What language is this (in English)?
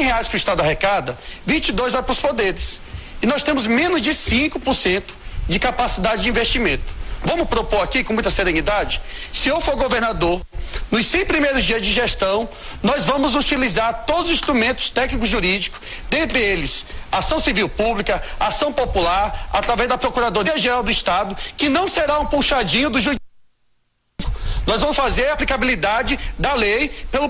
Portuguese